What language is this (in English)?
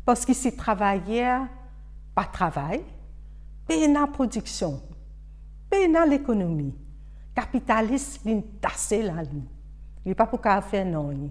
Morisyen